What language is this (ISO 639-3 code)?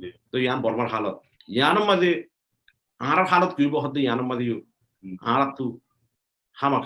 rhg